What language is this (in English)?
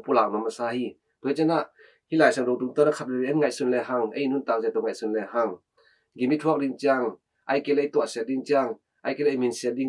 Tedim Chin